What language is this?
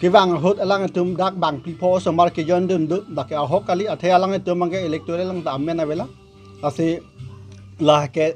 Karbi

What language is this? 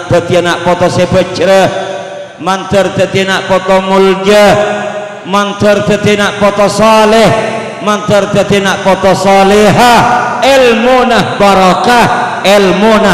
Madurese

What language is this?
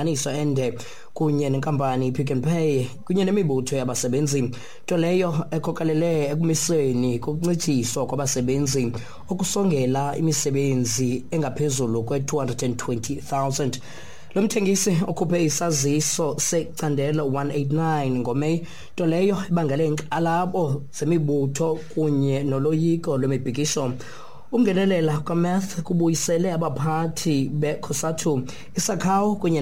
Xhosa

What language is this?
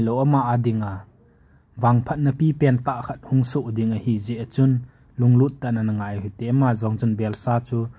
Thado Chin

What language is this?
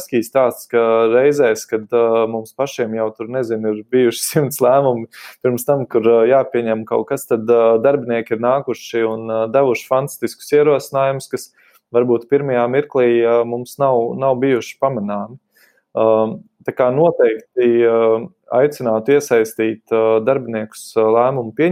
Latvian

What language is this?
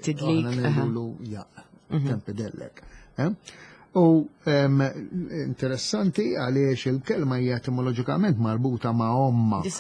Maltese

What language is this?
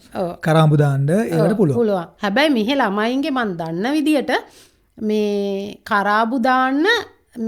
Sinhala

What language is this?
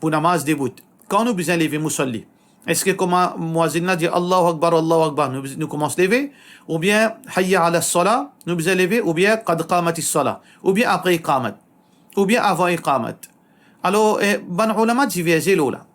Morisyen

